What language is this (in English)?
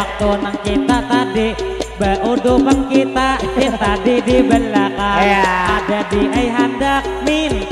Banjar